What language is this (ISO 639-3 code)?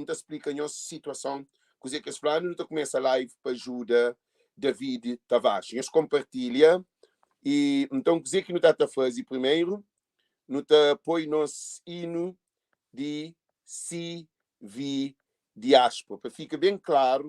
kea